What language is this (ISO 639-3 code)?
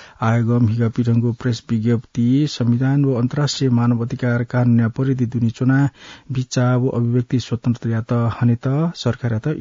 new